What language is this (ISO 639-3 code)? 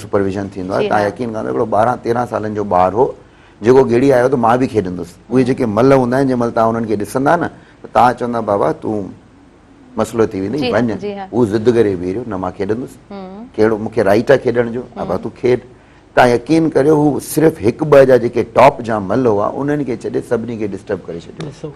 snd